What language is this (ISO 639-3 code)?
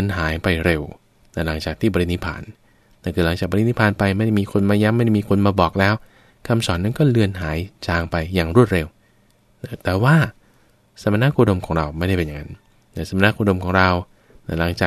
tha